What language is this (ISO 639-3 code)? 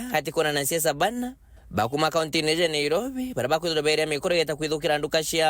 mer